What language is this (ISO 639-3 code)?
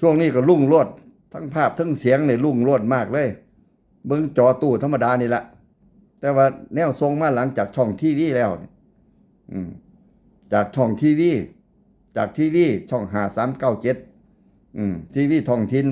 tts